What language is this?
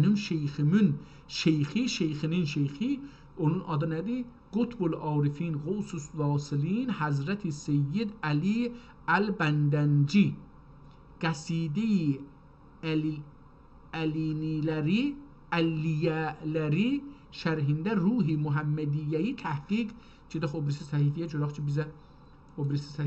South Azerbaijani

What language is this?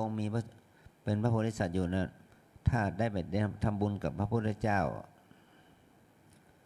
Thai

